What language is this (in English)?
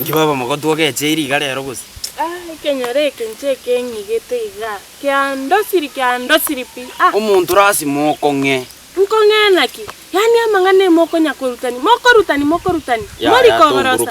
Gusii